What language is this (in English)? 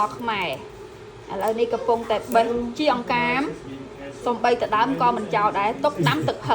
Khmer